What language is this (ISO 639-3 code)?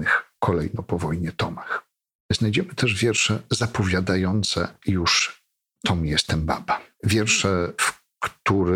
pol